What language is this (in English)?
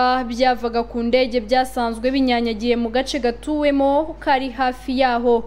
Kinyarwanda